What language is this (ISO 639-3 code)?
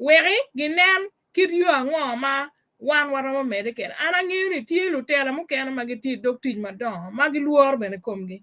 ach